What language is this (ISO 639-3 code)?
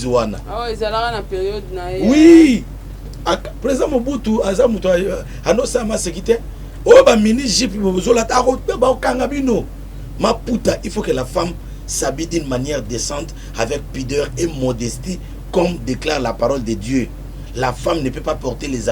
lin